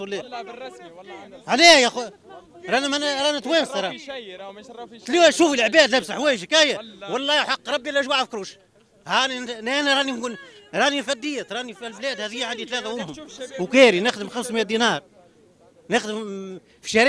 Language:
Tunisian Arabic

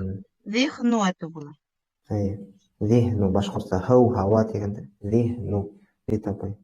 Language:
Bashkir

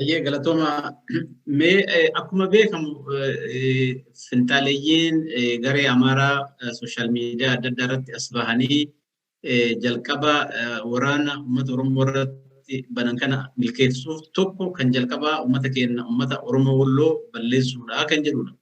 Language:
Oromo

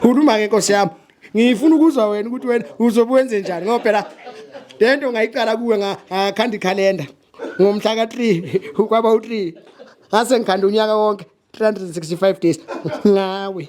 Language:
Zulu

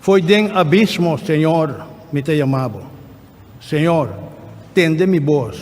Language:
Papiamento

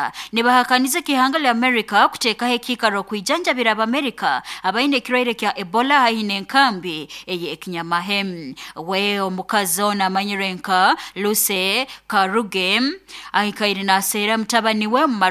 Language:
Nyankole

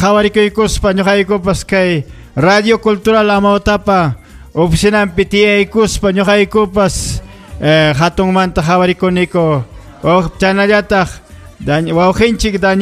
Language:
Ayacucho Quechua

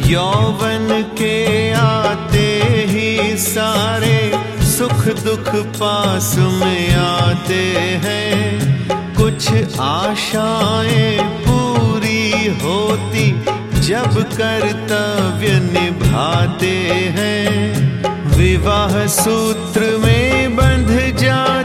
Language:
Hindi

